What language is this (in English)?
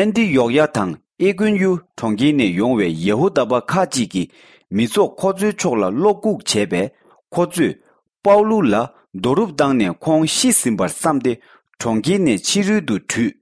Tibetan